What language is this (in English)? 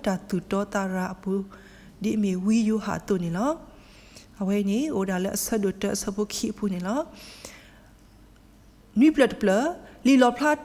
S'gaw Karen